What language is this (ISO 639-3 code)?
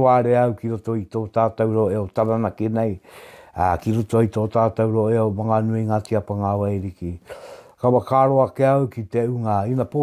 mri